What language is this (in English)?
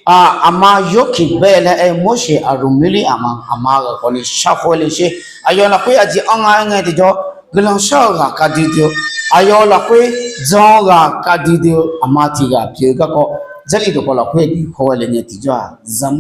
Akha